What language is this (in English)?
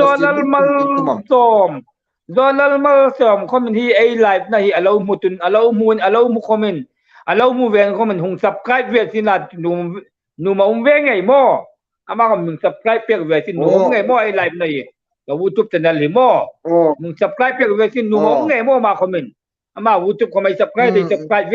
Hmar